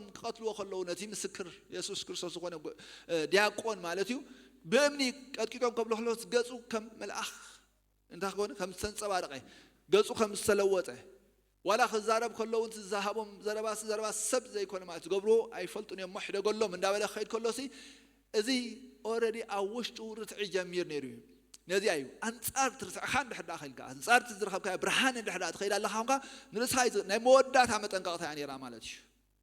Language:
Tigrinya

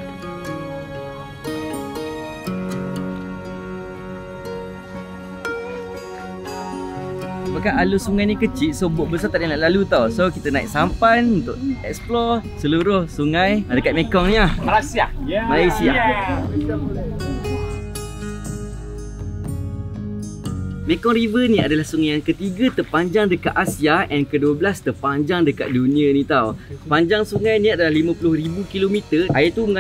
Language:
Malay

